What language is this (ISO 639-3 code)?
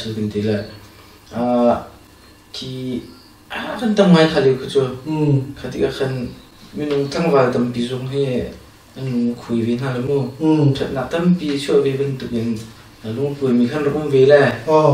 cnh